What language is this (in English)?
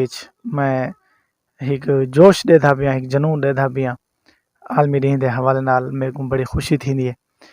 Saraiki